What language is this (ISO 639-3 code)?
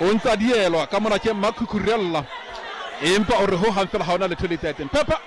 sot